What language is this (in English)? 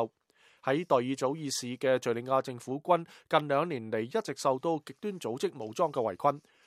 Cantonese